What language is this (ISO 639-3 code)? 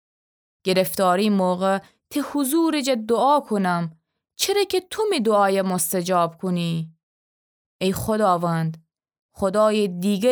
glk